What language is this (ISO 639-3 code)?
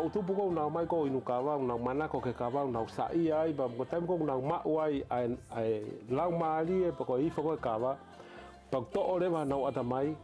ton